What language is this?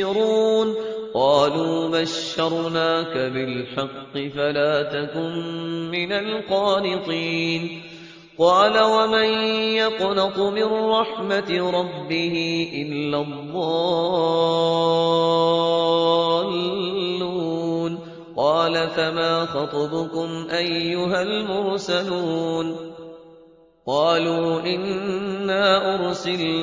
Arabic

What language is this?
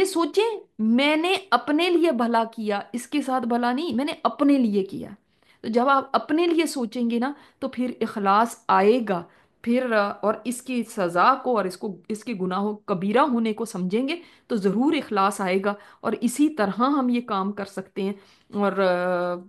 Urdu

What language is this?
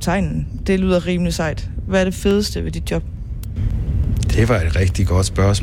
Danish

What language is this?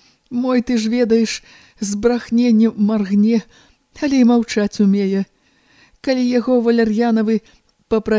Belarusian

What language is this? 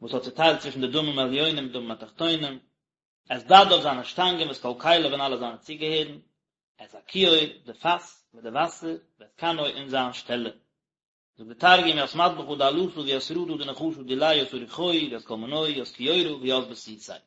Yiddish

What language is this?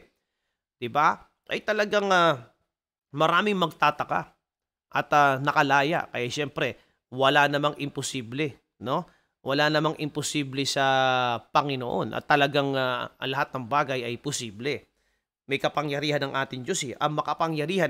Filipino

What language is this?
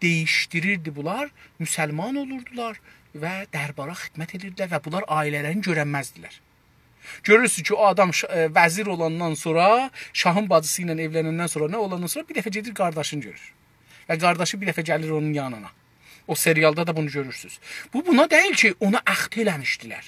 South Azerbaijani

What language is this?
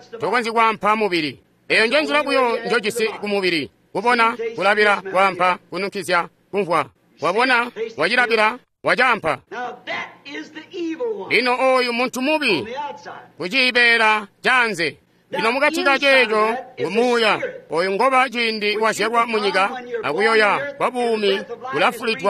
Tonga (Zambia)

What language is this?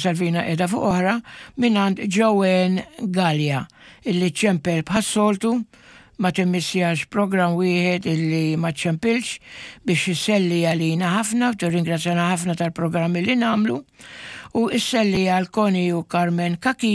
Maltese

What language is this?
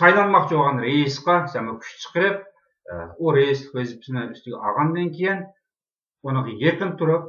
Uyghur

